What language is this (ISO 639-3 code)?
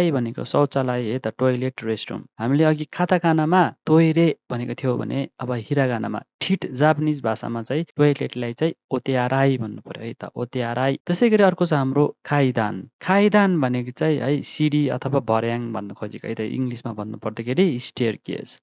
nep